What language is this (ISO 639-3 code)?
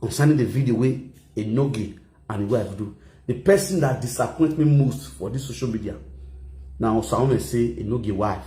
pcm